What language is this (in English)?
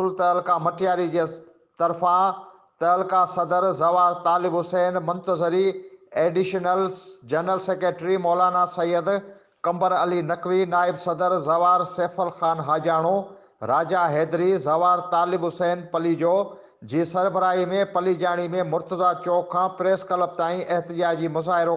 Sindhi